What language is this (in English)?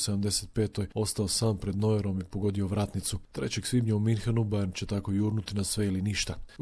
Croatian